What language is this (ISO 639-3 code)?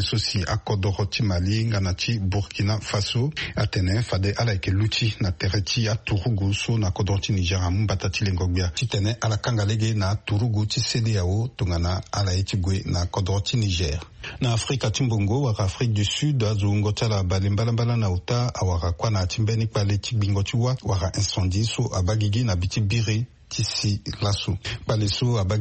sag